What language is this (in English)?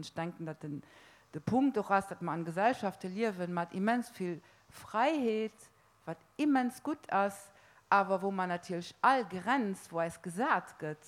Luxembourgish